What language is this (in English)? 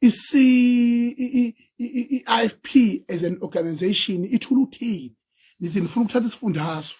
Zulu